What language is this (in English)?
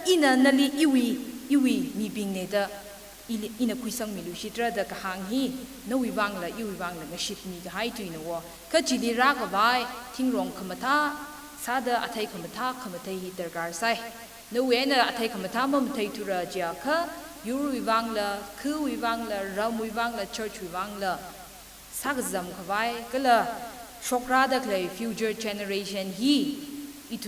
Tangkhul Naga (India)